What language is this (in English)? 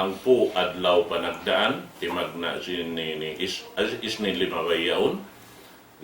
Tausug